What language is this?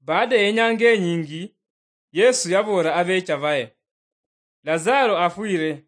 Luyia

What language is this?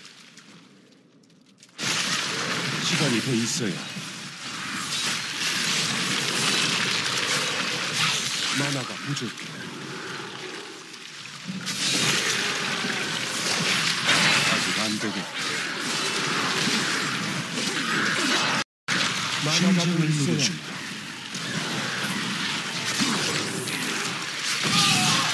Korean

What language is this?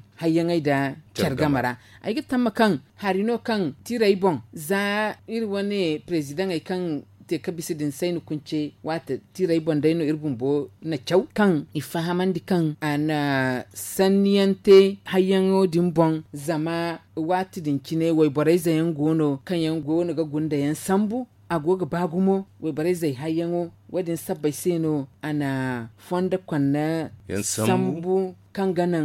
Zarma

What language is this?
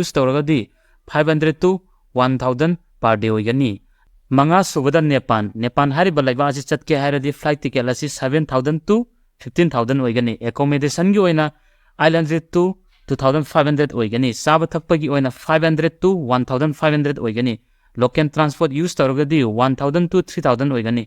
Manipuri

